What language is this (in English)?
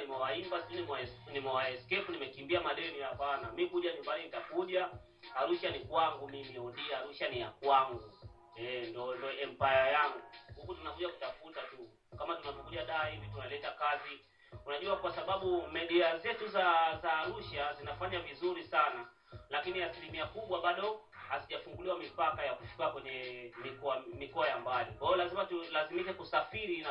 Swahili